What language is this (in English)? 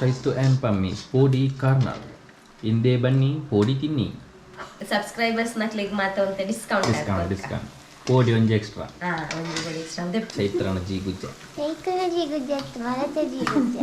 Tulu